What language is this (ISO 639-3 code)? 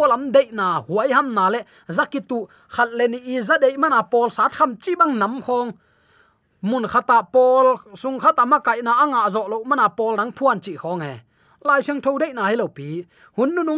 ctd